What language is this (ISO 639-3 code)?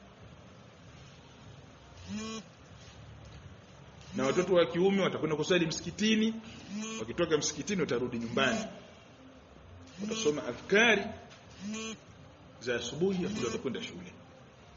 swa